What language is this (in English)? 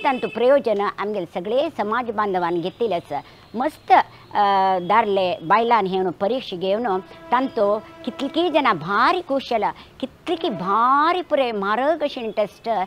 Konkani